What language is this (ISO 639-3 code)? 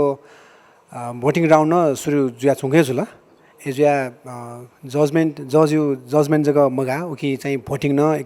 new